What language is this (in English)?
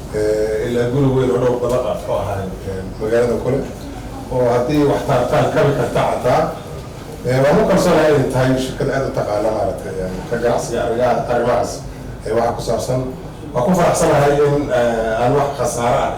Somali